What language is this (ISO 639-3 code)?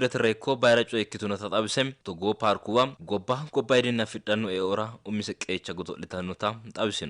sid